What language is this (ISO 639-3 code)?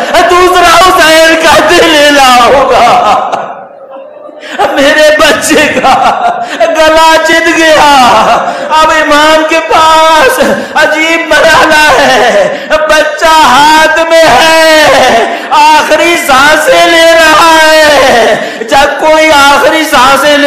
urd